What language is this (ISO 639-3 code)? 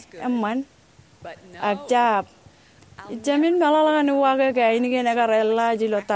mah